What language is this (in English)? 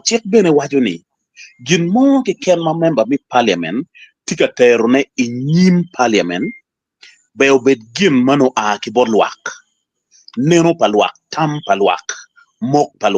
Acoli